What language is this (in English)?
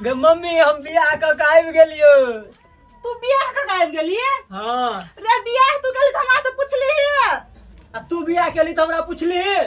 Maithili